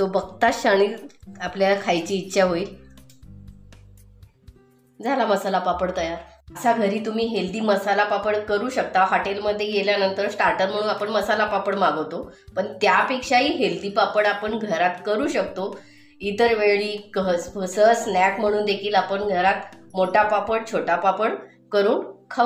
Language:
Marathi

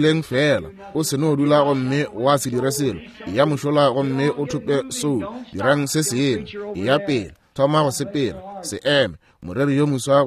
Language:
Northern Sotho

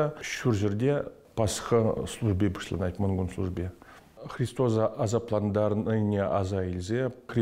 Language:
Chuvash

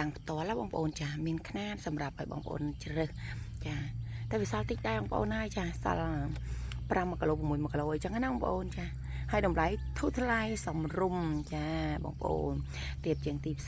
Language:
Khmer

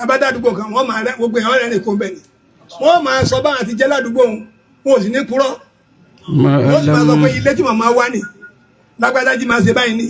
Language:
Yoruba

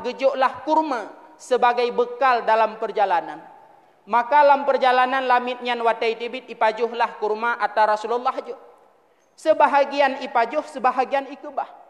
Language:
Achinese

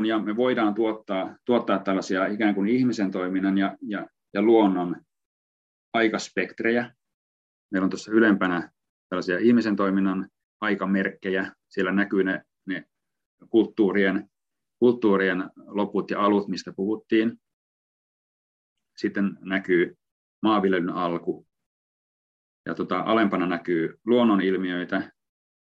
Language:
Finnish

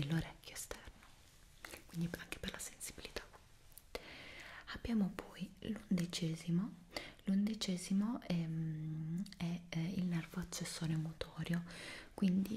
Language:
Italian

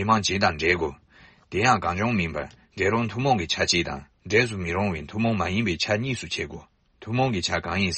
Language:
Tibetan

